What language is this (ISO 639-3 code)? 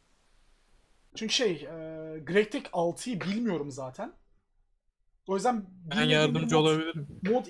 tur